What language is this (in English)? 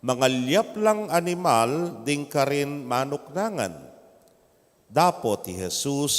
Pampanga